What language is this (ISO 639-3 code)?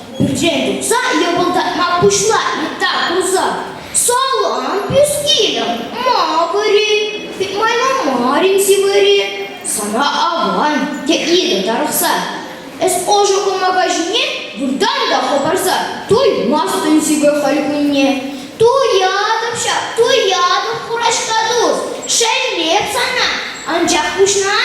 chv